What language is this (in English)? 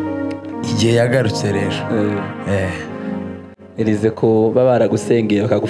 Kinyarwanda